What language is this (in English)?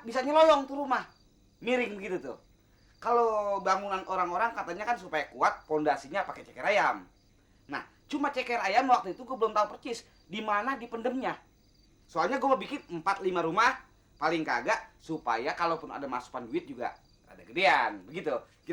Betawi